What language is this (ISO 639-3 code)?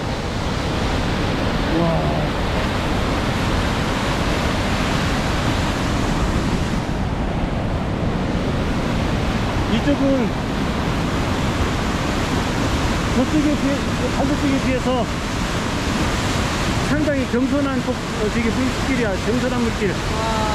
kor